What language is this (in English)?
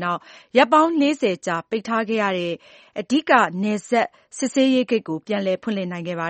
Burmese